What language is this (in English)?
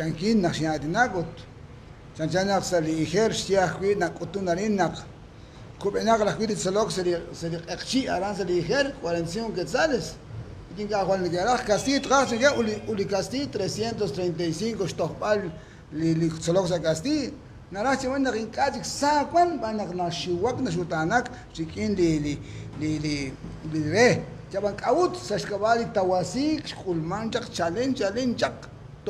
Kekchí